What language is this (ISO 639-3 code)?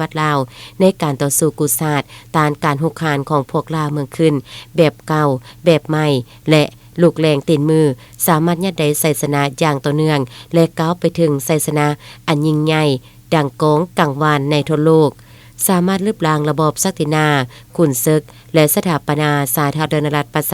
lao